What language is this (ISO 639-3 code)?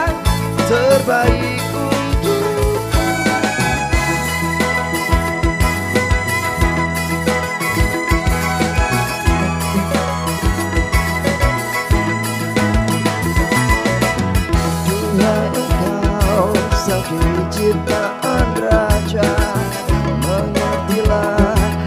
ind